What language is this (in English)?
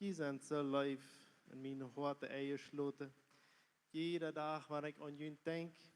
Plautdietsch